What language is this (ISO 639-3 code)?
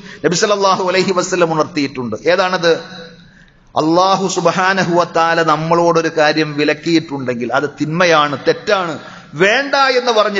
mal